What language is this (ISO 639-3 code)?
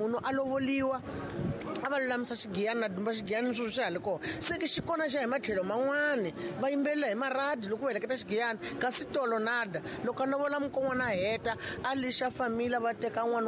tso